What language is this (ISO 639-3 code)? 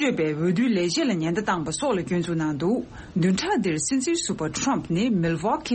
bod